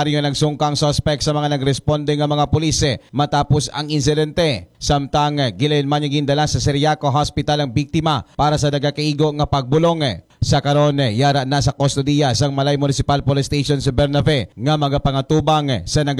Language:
Hiligaynon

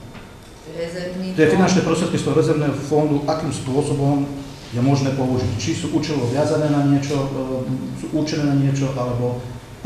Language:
Slovak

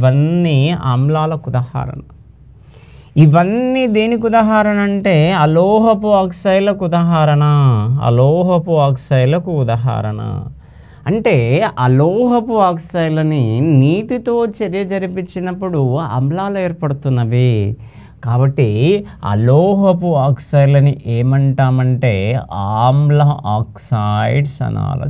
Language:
Telugu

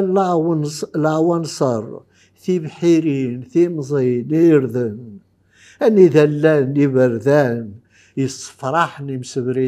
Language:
Kabyle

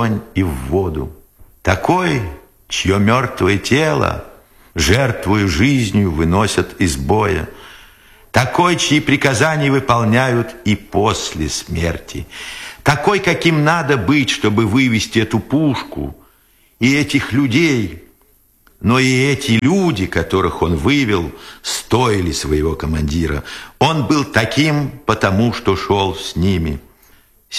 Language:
Russian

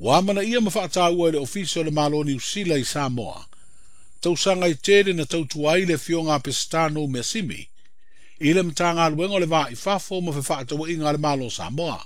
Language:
Samoan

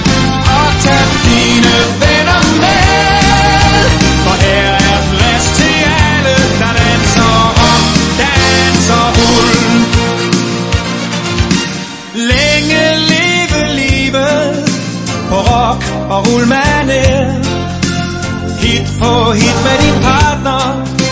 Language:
Danish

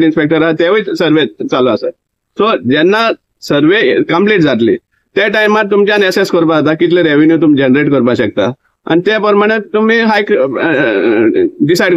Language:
Konkani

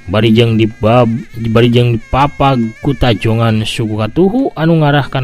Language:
Sundanese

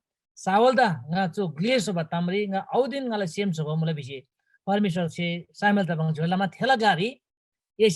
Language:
Eastern Tamang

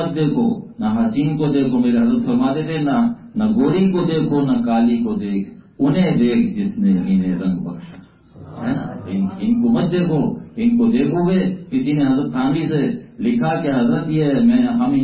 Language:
Urdu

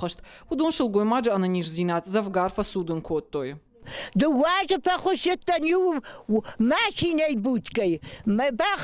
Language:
Ossetic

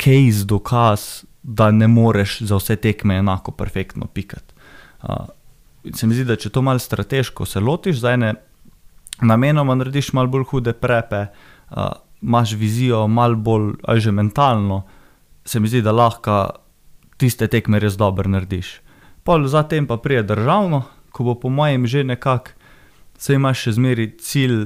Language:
Slovenian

